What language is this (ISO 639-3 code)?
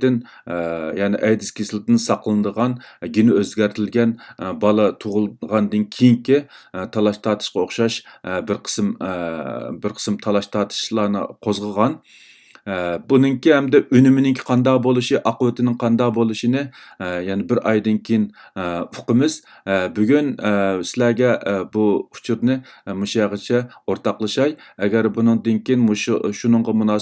uig